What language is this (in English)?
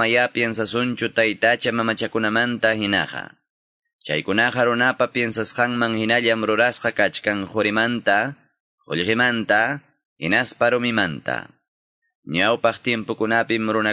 Quechua